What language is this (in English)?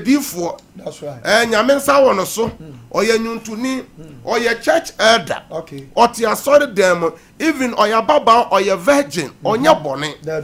Akan